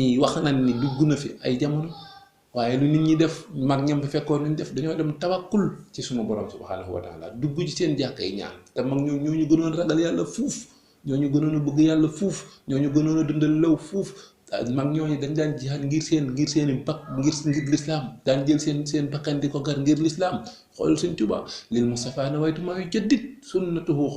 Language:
Wolof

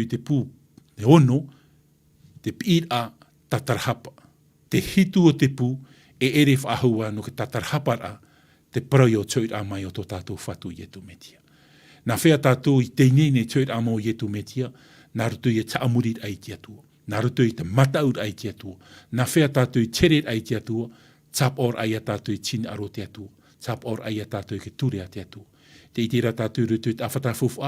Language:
Tahitian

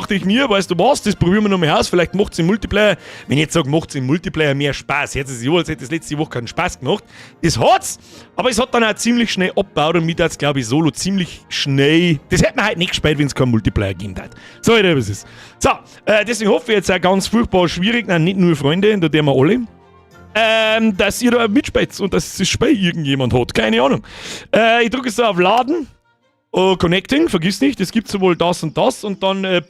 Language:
Bavarian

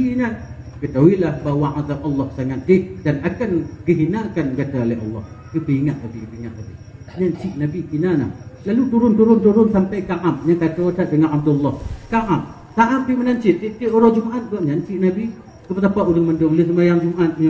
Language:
Achinese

